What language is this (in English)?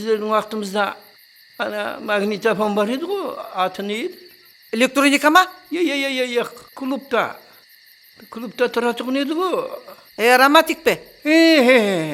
Kara-Kalpak